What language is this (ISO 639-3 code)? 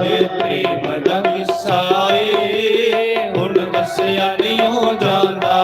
doi